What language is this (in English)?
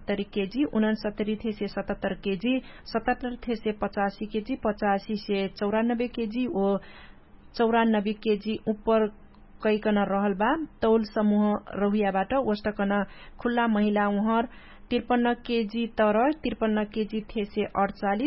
Dangaura Tharu